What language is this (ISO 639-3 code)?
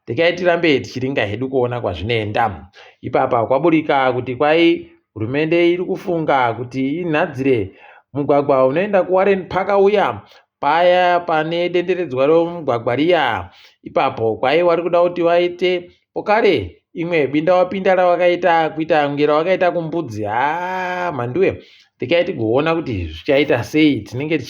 ndc